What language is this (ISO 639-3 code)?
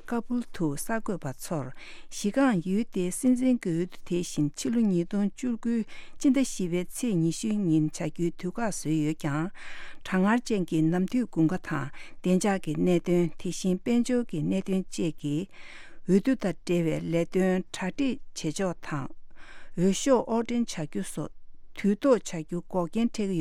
bod